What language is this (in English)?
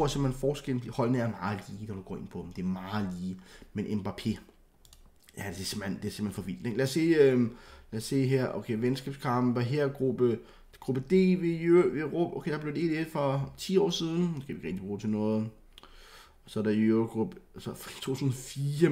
Danish